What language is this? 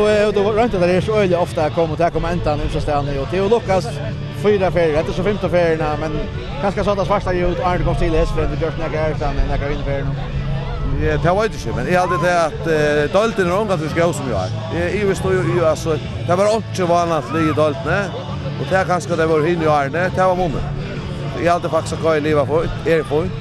Faroese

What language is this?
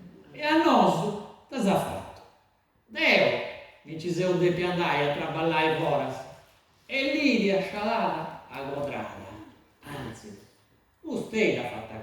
Sardinian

